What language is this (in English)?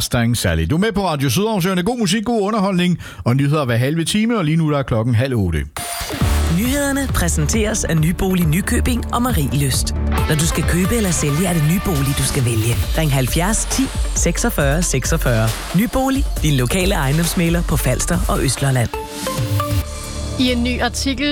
Danish